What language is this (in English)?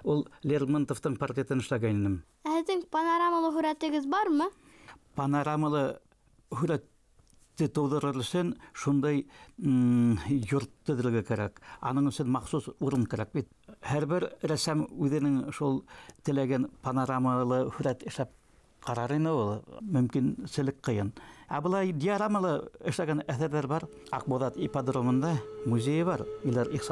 Bashkir